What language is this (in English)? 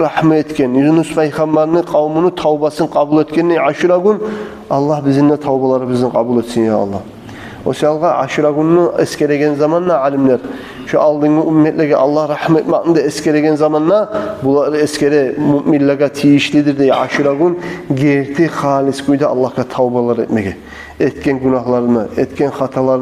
Kumyk